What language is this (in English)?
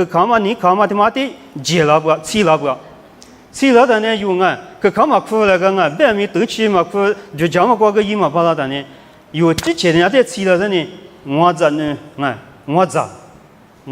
Lisu